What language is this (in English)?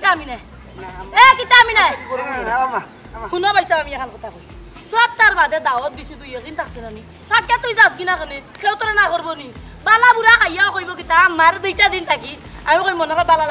Sylheti